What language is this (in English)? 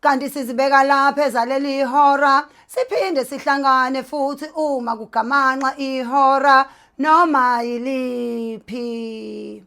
Zulu